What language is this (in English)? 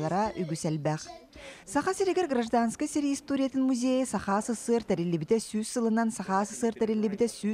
Yakut